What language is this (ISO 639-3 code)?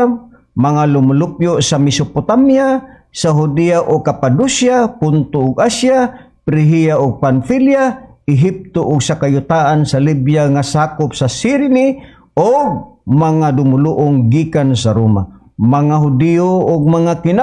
ceb